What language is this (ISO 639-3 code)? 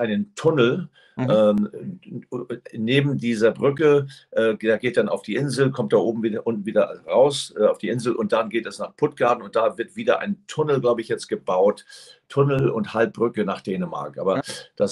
deu